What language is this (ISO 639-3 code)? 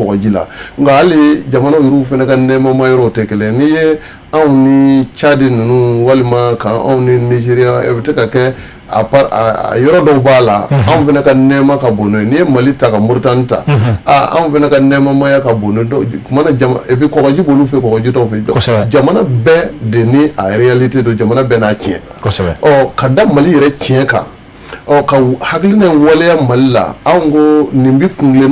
bam